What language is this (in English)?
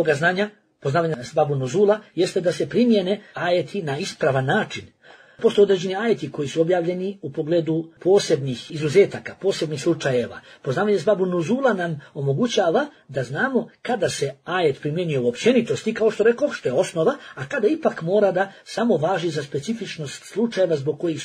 Bosnian